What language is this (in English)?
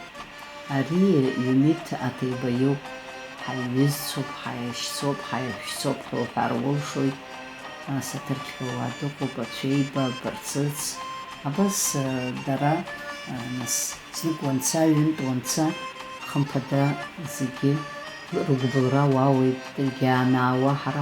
Abkhazian